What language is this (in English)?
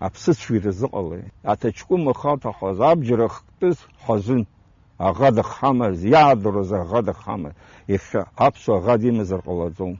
Abkhazian